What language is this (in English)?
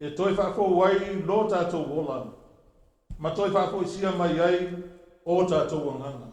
Samoan